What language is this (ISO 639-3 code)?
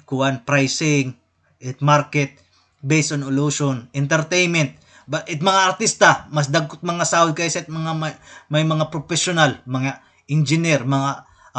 war